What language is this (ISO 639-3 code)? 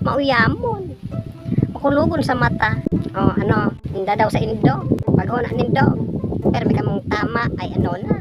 bik